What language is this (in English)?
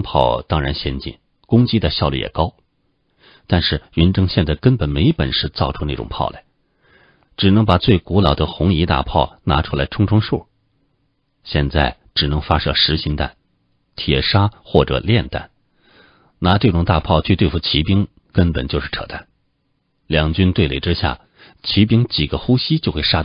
Chinese